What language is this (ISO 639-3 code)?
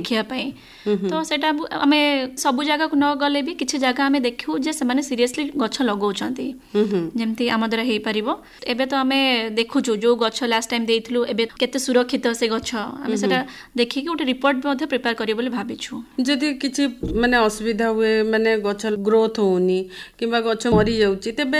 ori